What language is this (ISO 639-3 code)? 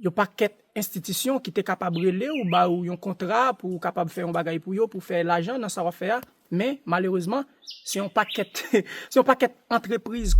hat